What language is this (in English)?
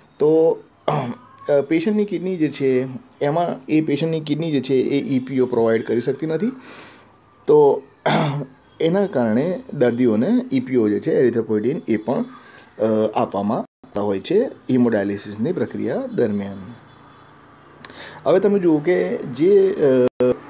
Gujarati